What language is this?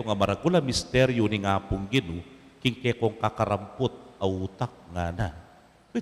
Pampanga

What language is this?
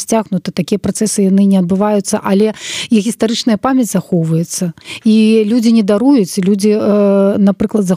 Belarusian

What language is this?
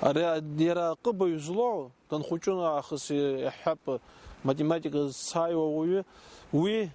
Abkhazian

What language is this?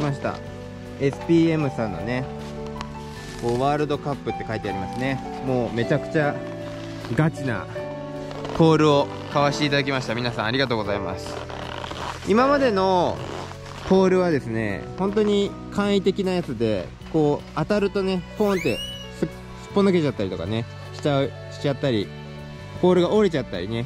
Japanese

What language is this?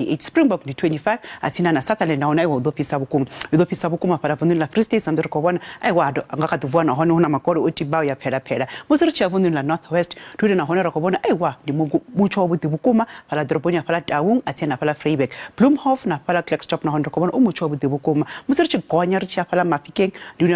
Venda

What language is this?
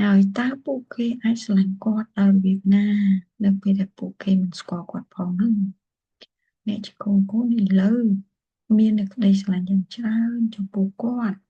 Khmer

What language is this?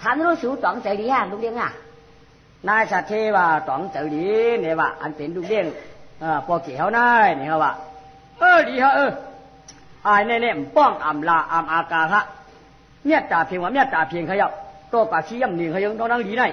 Shan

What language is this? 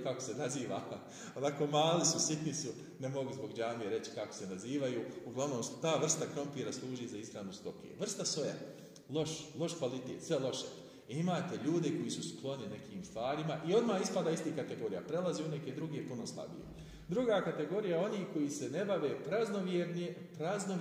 Bosnian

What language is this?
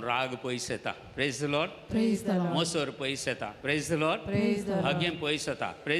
Konkani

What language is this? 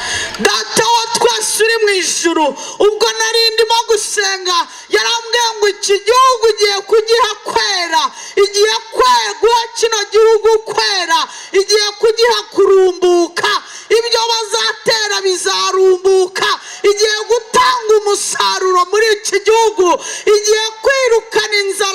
Kinyarwanda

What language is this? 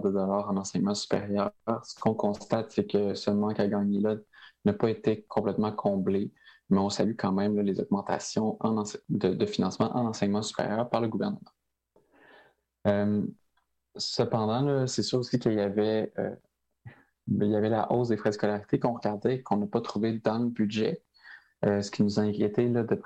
French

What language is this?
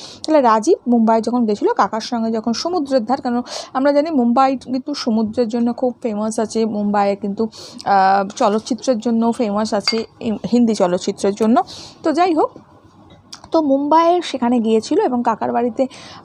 Bangla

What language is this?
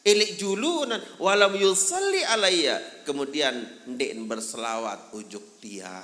Sasak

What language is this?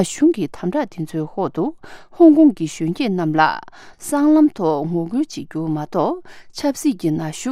Tibetan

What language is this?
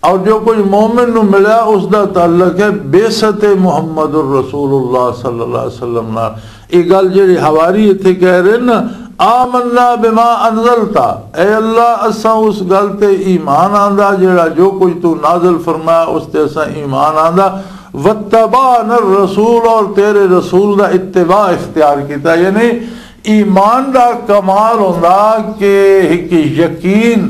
Western Panjabi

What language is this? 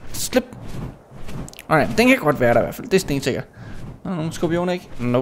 Danish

